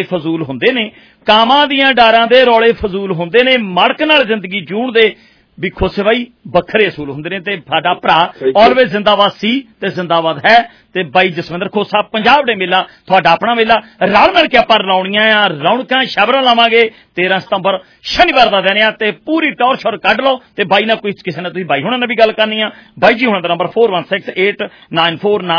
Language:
Punjabi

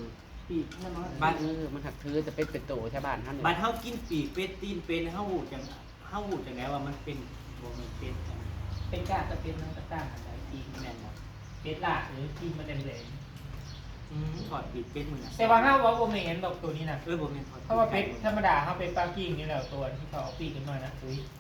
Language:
Northeastern Thai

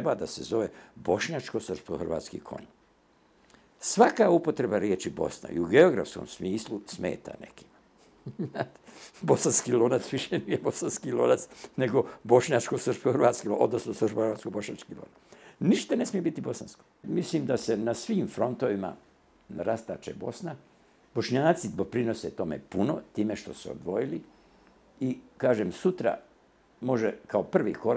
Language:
Bosnian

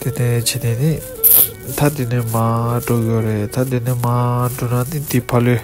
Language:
Tibetan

